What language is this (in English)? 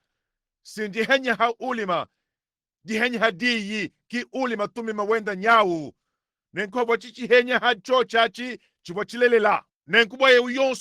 Luba-Lulua